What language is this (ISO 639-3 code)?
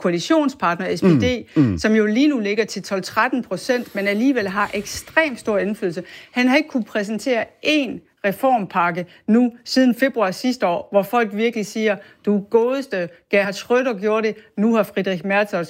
dan